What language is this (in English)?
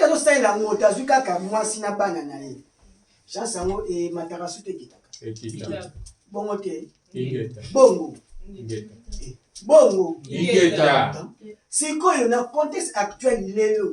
Lingala